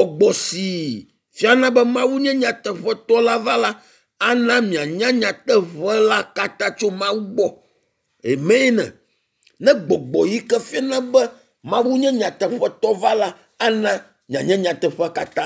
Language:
Ewe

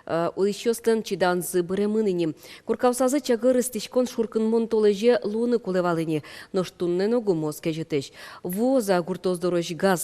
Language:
Udmurt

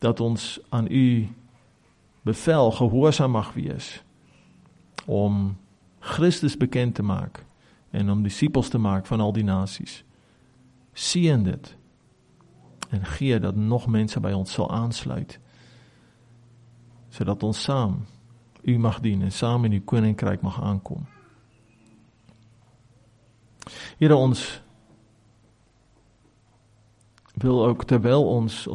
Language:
Afrikaans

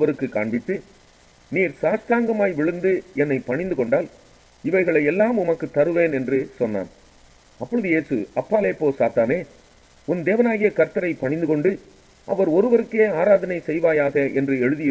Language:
Tamil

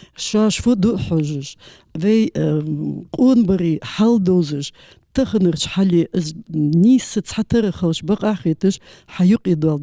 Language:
Ingush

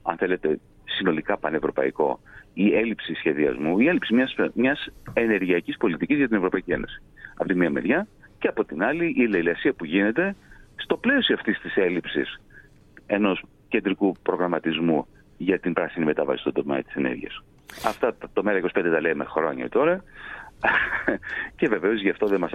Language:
Greek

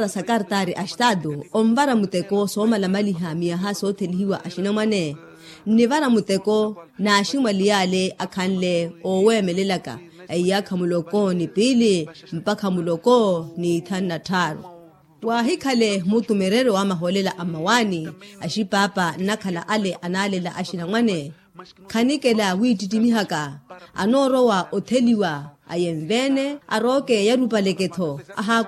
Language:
Makhuwa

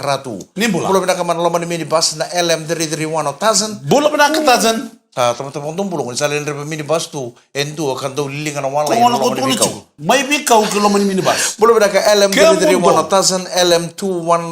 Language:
Fijian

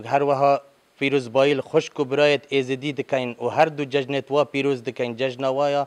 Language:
Kurdish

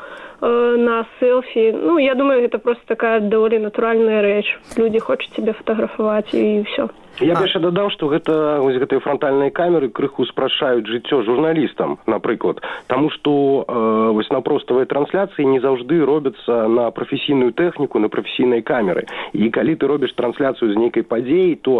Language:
Belarusian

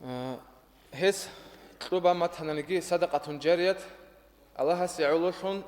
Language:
Avaric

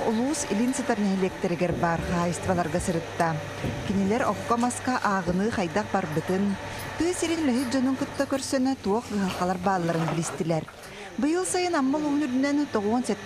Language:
Yakut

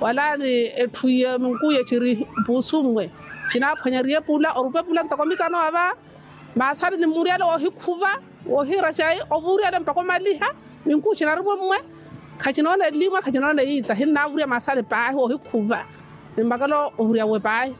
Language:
Makhuwa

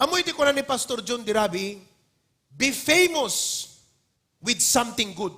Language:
Iloko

